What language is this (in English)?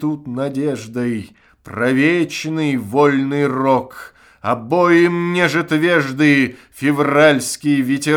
Russian